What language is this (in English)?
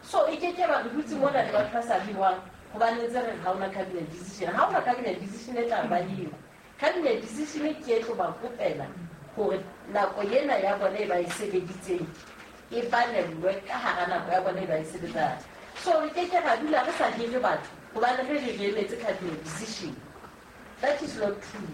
Southern Sotho